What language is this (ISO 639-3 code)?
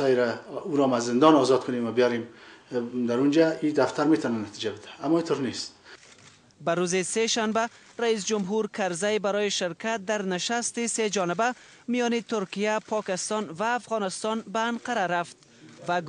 fas